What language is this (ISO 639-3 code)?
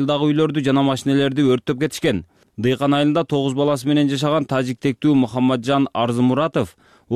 kir